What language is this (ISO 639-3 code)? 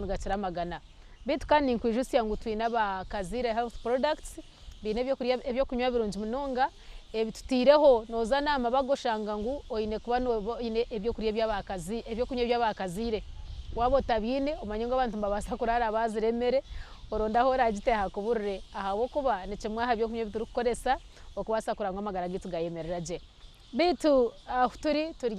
nyn